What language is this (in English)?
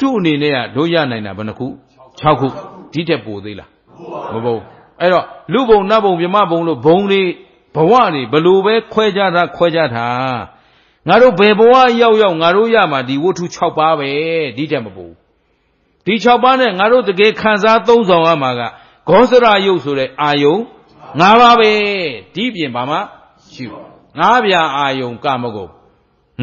Burmese